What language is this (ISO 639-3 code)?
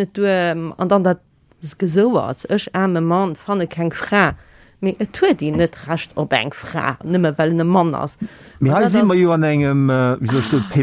ltz